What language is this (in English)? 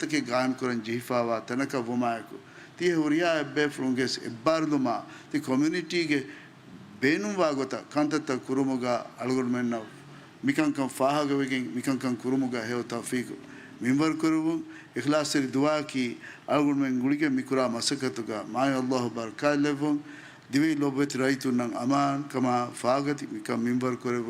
Divehi